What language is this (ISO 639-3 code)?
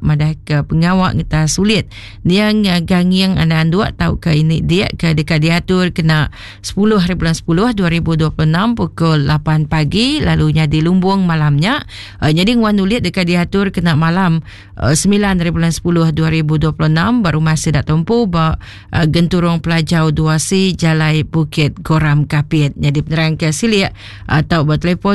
iba